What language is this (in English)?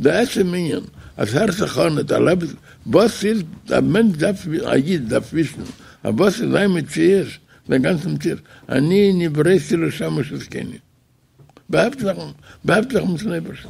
Yiddish